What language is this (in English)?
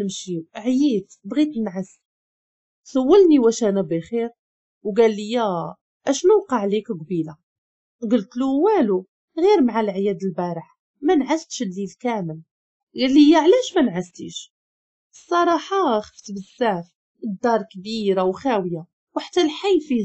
Moroccan Arabic